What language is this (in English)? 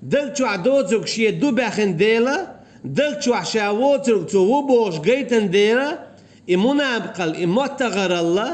Chechen